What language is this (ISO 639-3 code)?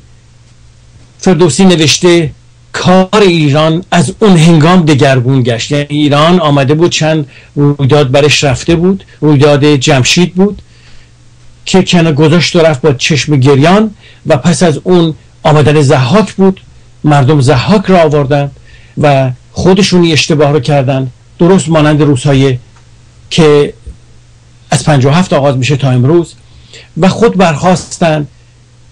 fas